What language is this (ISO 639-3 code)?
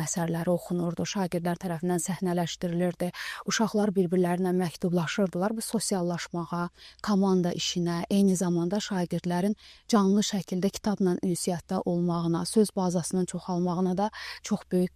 aze